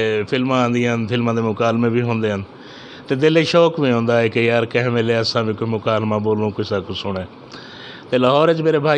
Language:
Saraiki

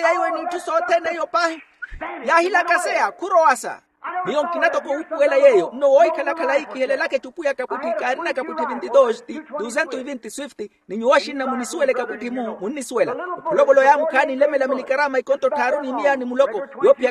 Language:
Makhuwa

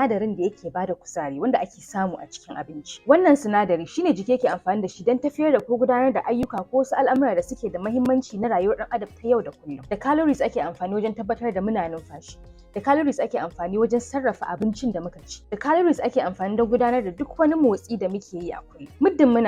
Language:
Hausa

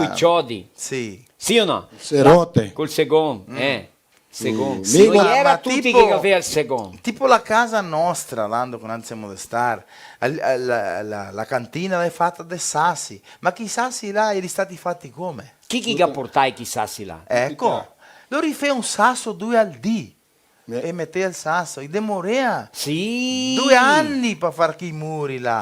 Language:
Venetian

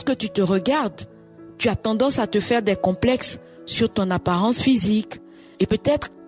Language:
French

